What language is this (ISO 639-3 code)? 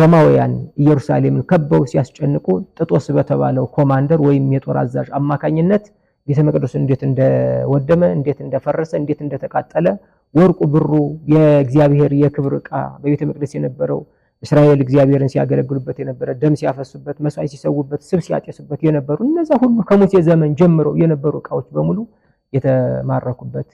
amh